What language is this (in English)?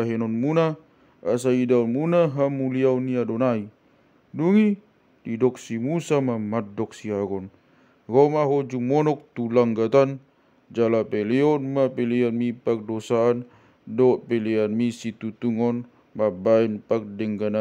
Batak Toba